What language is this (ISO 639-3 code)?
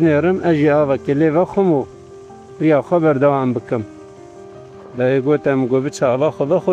kur